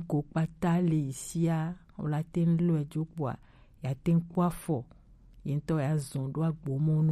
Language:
Gen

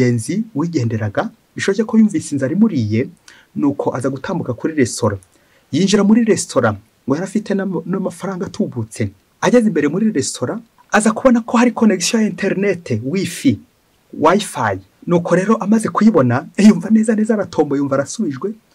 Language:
Kinyarwanda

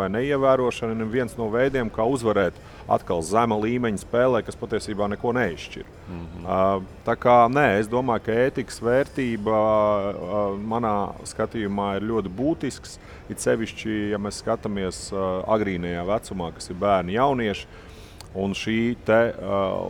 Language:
Latvian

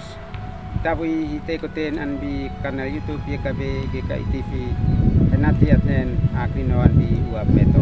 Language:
Uab Meto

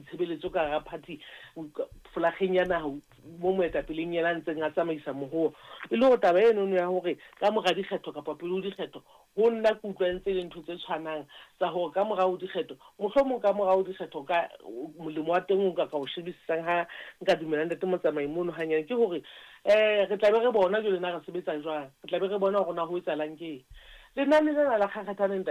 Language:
Southern Sotho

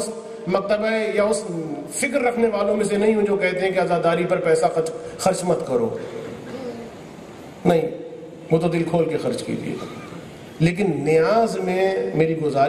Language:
Urdu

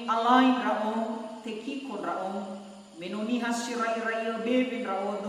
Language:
Nias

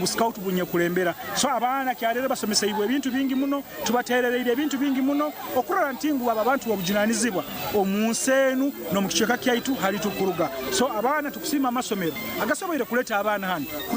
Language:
Nyankole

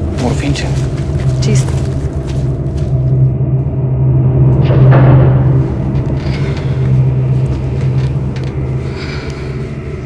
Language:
Bulgarian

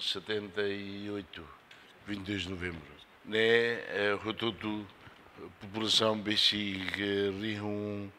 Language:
Tetum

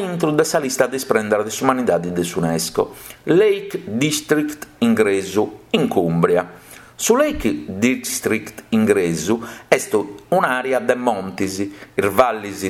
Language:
Sardinian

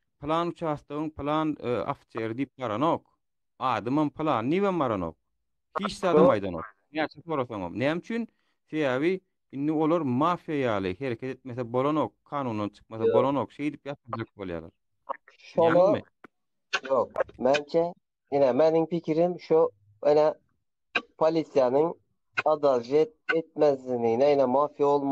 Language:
Turkmen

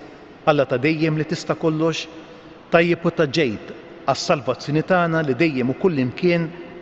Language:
Maltese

